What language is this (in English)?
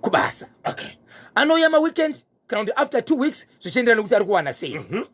Shona